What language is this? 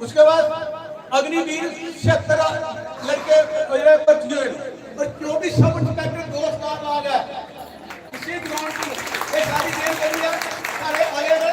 Dogri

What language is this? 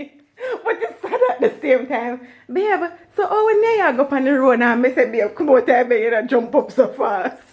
Jamaican Creole English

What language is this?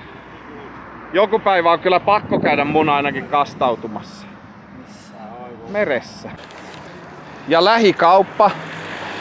Finnish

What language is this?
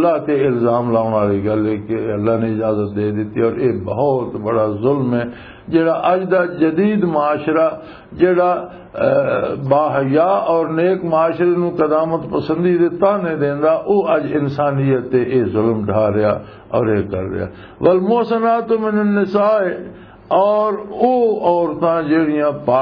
Western Panjabi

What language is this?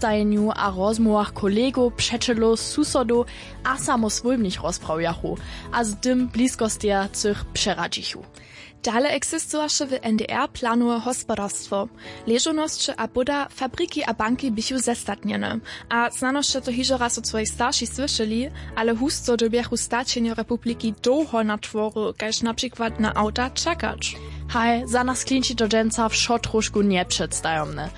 Upper Sorbian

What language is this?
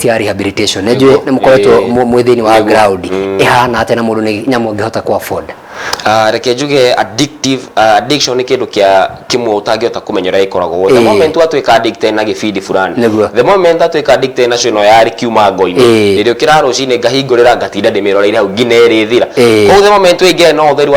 Kikuyu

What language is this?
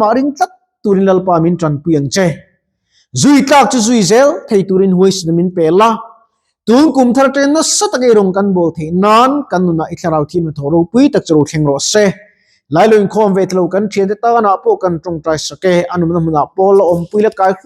Mizo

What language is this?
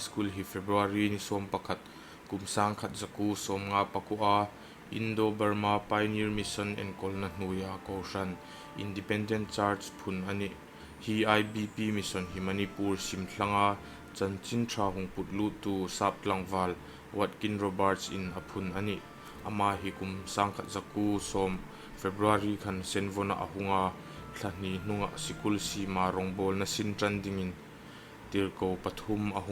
Hmar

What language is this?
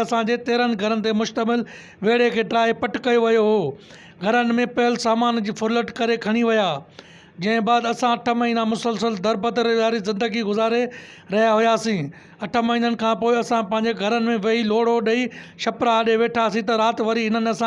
Sindhi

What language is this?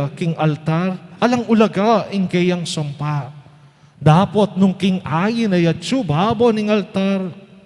Pampanga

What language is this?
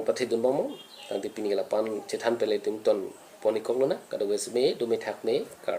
Karbi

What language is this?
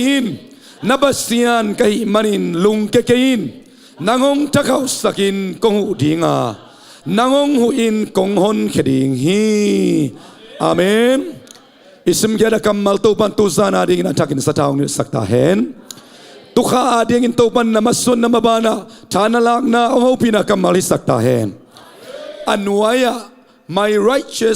Tedim Chin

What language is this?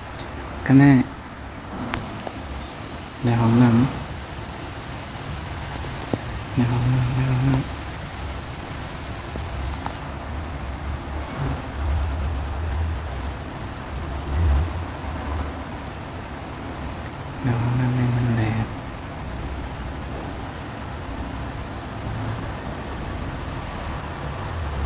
Thai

